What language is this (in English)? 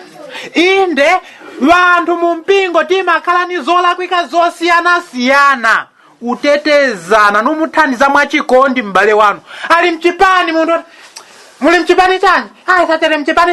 Nyanja